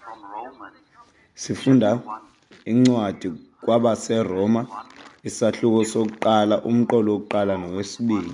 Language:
Xhosa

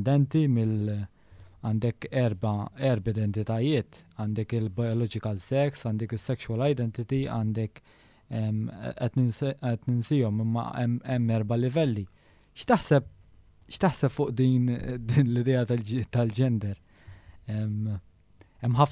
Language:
Maltese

